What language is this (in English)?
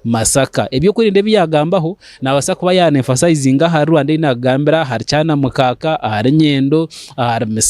Nyankole